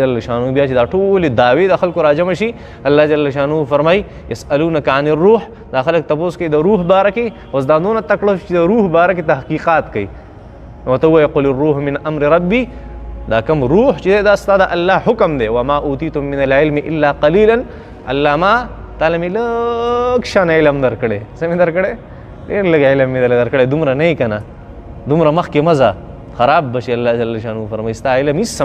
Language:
Pashto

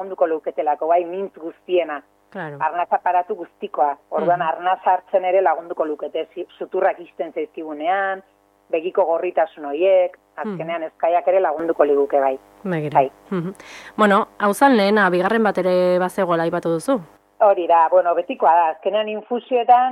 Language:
Basque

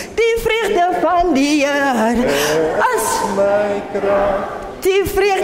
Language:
Afrikaans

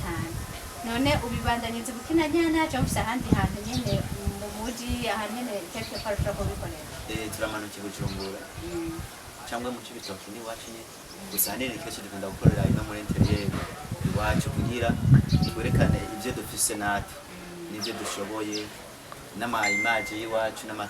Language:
Rundi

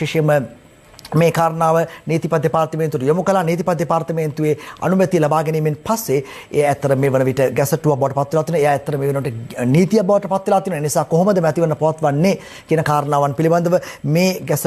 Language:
Sinhala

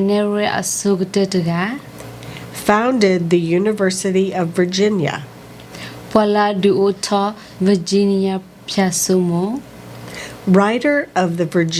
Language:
S'gaw Karen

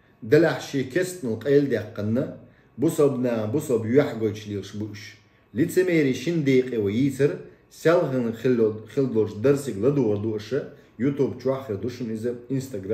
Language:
Chechen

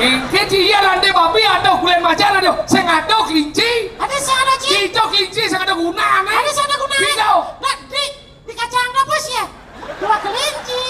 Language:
Balinese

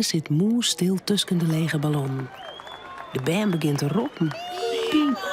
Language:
Western Frisian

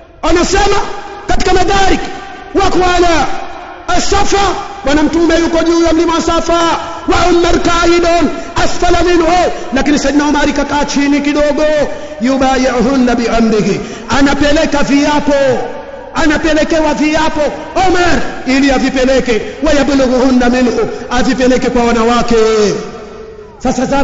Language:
Swahili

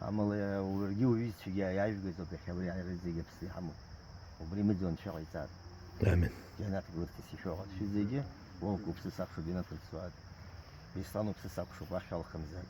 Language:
Abkhazian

